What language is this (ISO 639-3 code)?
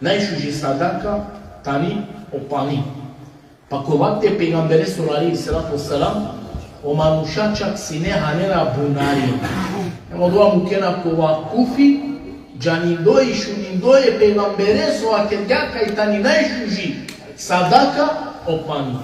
rmn